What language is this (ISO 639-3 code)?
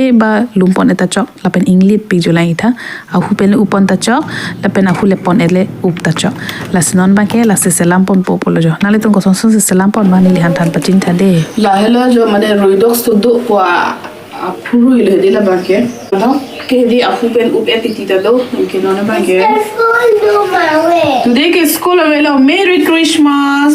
mjw